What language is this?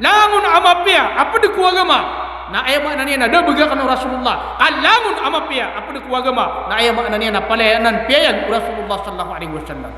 Maranao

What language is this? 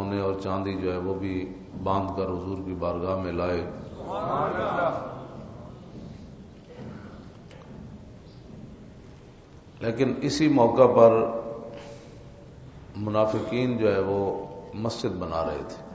Urdu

